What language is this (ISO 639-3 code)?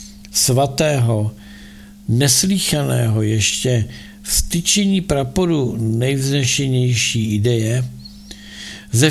ces